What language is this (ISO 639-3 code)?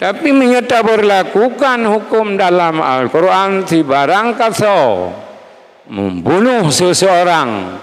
ace